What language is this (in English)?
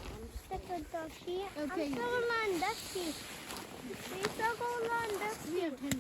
Mohawk